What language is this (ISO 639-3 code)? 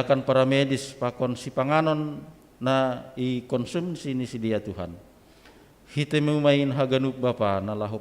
bts